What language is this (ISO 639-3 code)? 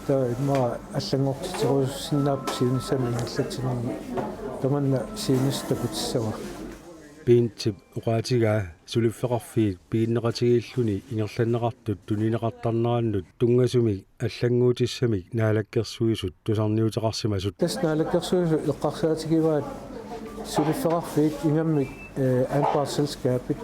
kal